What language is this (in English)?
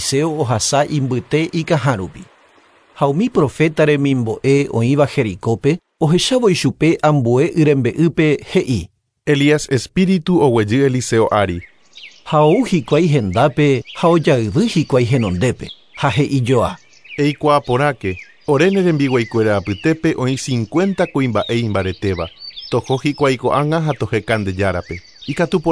Guarani